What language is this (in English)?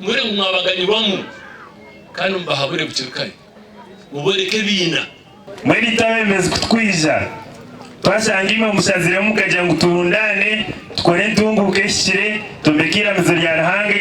Nyankole